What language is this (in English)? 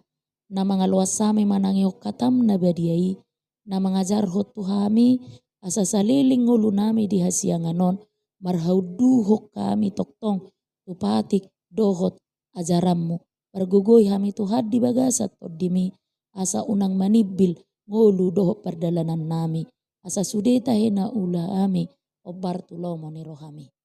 Batak Toba